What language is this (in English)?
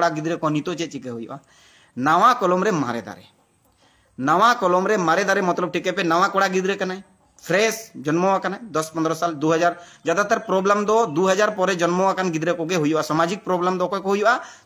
Santali